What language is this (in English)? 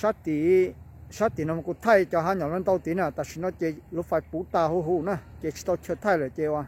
Hmong